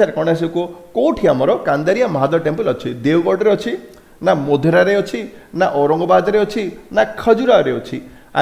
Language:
Odia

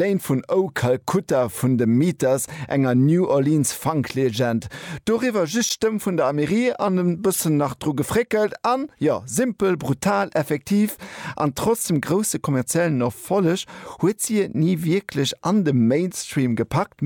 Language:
Luxembourgish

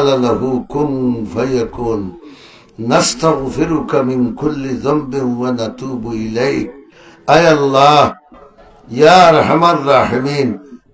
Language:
Sylheti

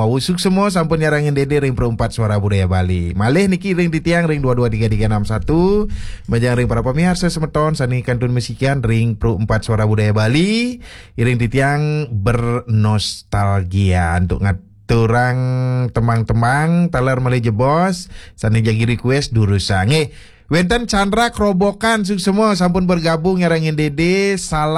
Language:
Balinese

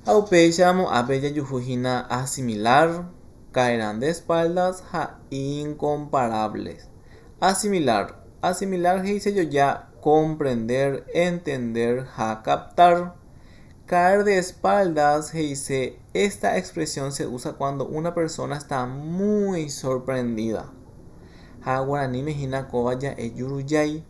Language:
Guarani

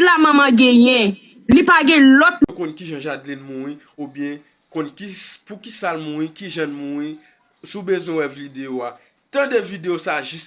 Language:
Haitian Creole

